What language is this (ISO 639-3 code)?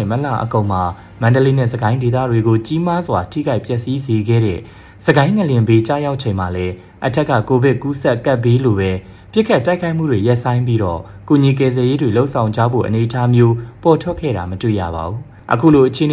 mya